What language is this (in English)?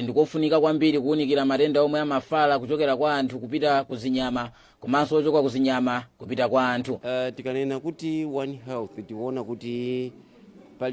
Nyanja